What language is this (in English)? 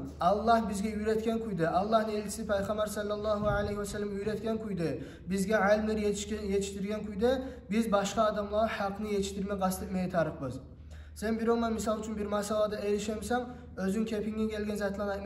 Kumyk